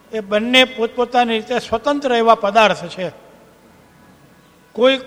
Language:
Gujarati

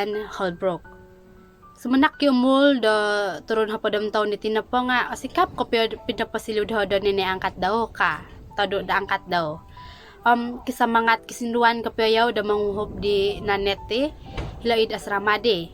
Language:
Central Dusun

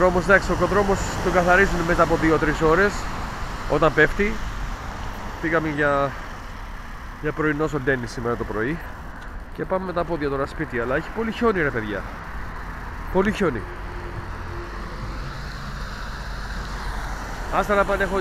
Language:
Greek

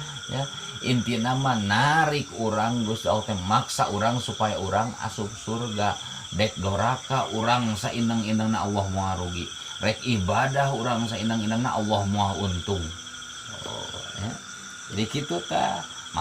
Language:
Sundanese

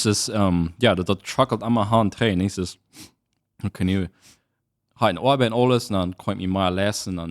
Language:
Plautdietsch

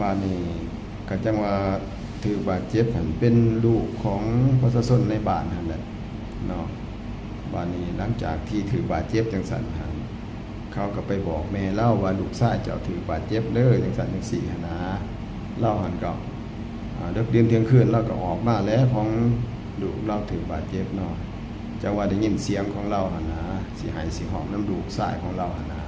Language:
Northeastern Thai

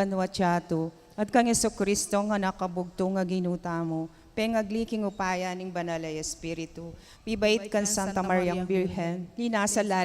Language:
Pampanga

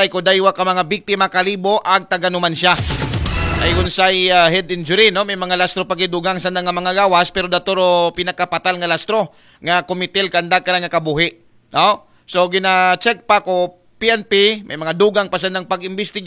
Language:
Aklanon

